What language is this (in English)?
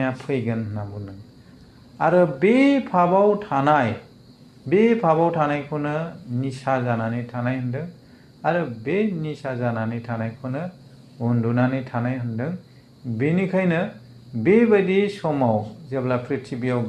Bodo